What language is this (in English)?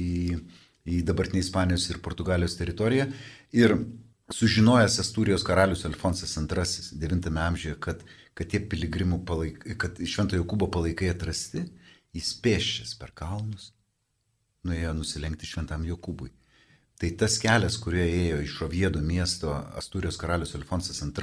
Lithuanian